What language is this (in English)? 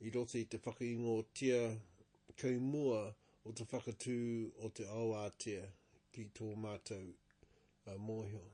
Māori